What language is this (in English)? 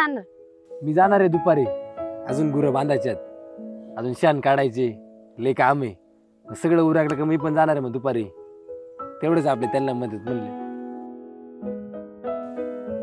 Marathi